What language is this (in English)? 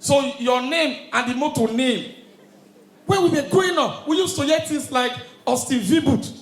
Nigerian Pidgin